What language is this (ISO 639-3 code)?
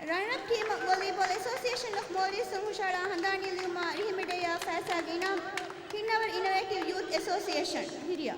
div